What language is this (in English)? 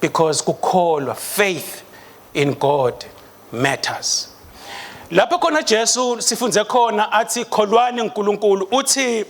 Swati